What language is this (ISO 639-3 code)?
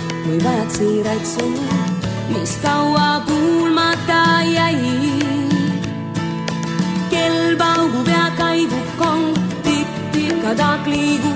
est